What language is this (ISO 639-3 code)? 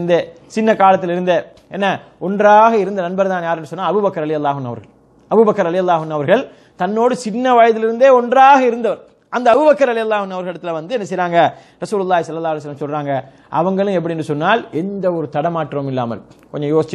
tam